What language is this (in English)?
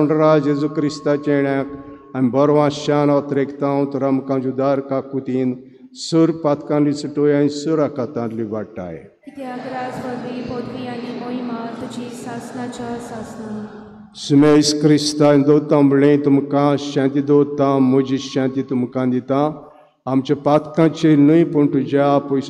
Konkani